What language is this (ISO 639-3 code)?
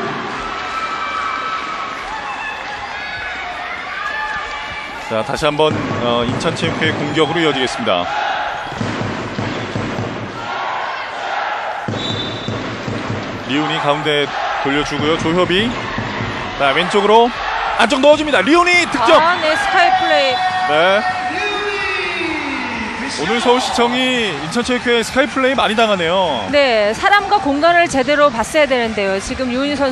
kor